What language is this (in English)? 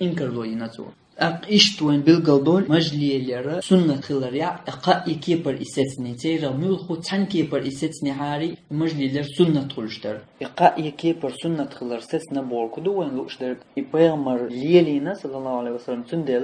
Chechen